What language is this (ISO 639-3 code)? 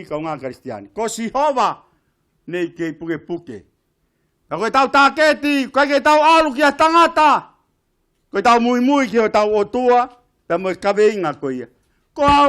ton